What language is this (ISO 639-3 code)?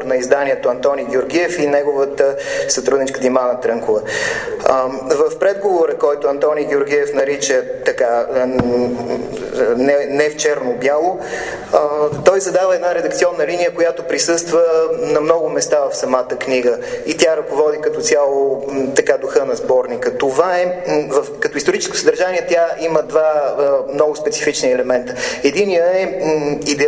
bul